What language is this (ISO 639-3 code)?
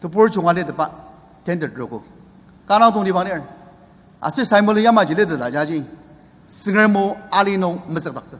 njo